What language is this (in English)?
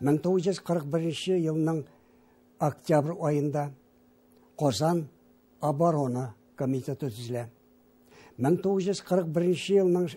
Tatar